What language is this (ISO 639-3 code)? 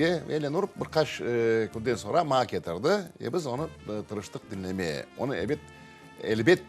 crh